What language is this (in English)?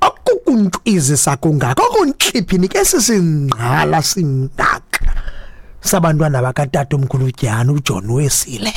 Xhosa